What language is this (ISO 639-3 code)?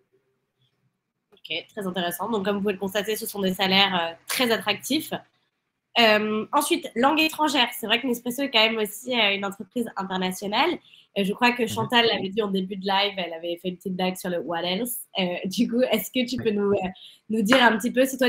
fra